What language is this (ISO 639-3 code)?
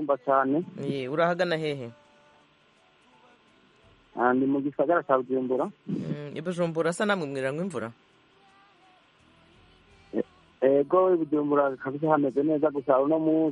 kin